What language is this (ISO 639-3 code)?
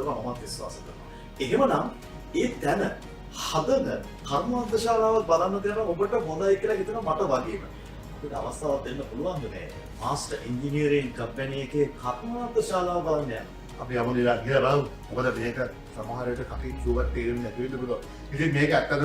sin